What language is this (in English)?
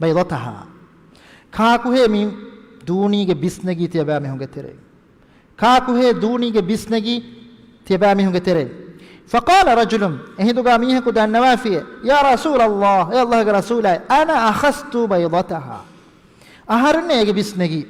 Divehi